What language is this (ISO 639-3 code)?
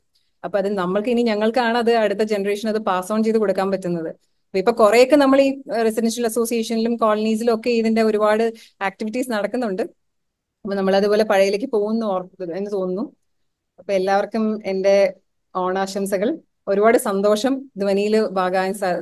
mal